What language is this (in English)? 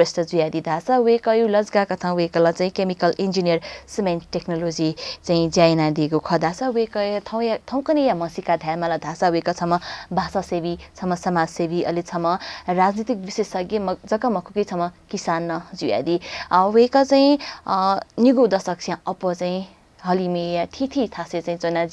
Newari